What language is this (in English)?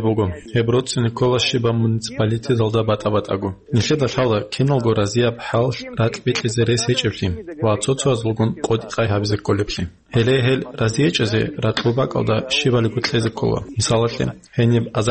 Avaric